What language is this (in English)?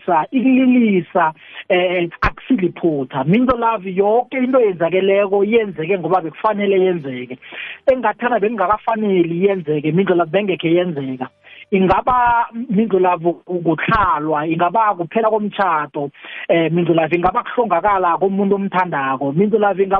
South Ndebele